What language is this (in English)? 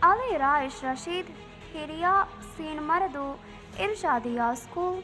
Divehi